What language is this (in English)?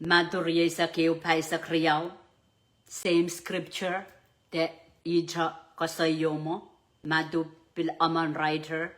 Pohnpeian